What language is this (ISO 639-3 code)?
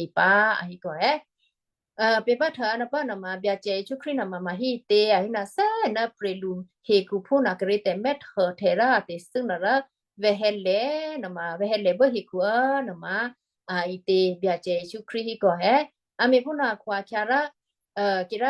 kyu